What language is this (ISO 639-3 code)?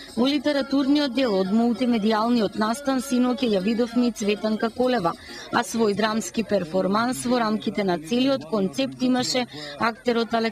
mkd